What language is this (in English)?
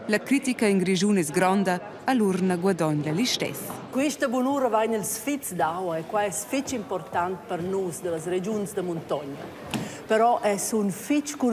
Romansh